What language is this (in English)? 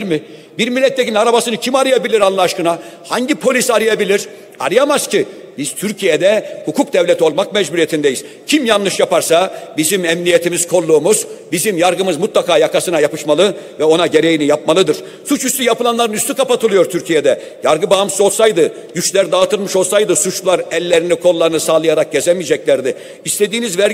Turkish